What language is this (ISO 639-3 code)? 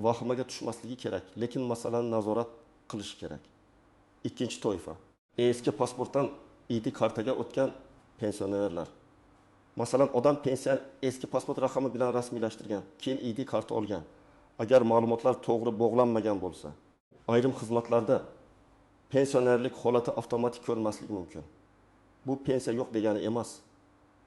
uzb